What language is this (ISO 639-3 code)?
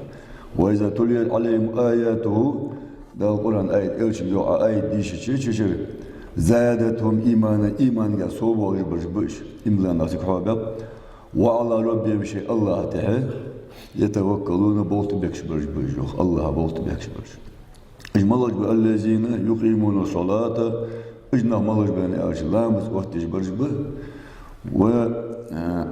inh